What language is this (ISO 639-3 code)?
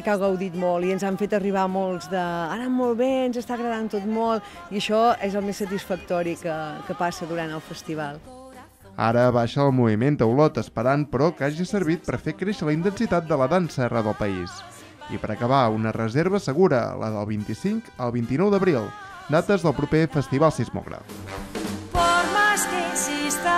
cat